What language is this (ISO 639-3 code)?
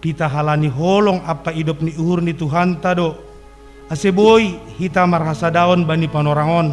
bts